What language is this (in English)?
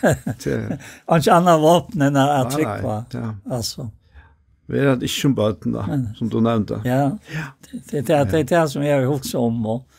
Faroese